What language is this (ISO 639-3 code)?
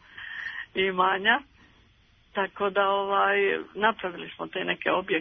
srp